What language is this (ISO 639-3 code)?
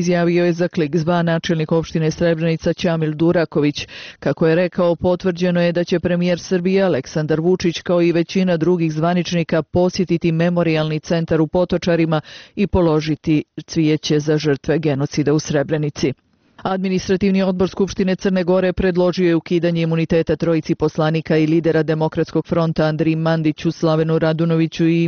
bos